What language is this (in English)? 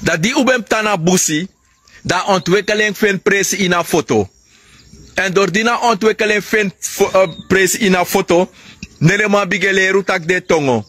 Sranan Tongo